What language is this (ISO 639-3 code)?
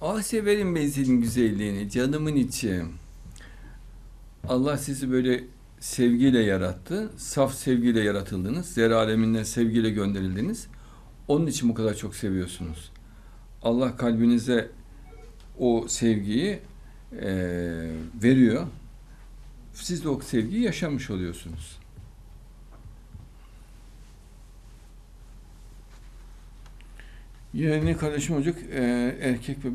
tur